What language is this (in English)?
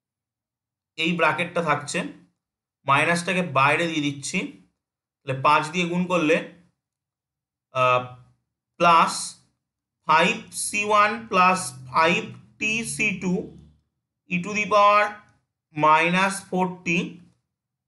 Bangla